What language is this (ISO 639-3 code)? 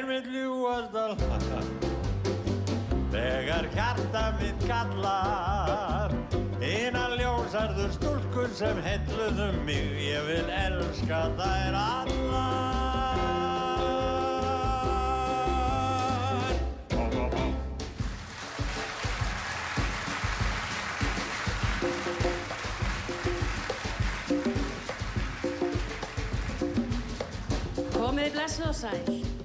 isl